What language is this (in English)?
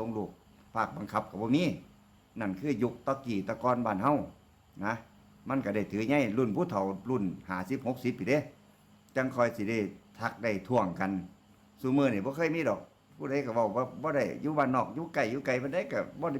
Northeastern Thai